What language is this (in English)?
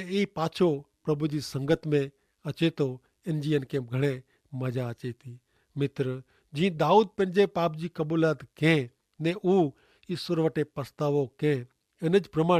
Kachhi